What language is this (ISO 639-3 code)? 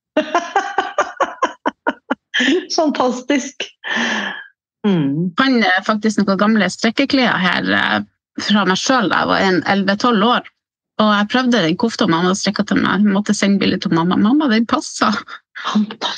nor